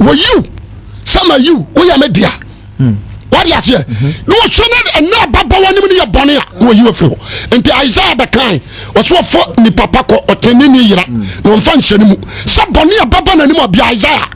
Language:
Akan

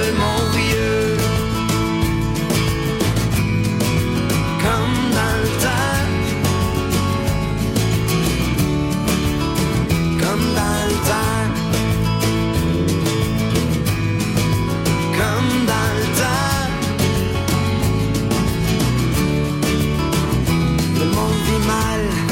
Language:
French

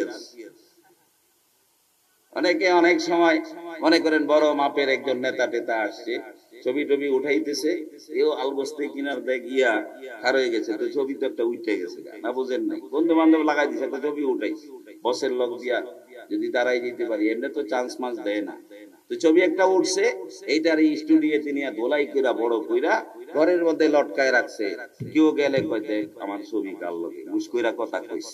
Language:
Bangla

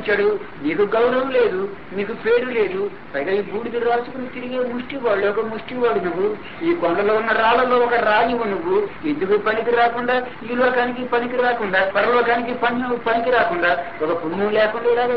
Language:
Telugu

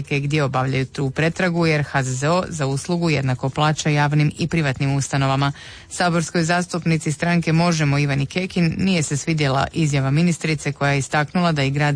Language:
Croatian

